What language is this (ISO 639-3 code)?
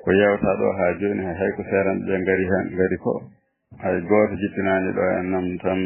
ful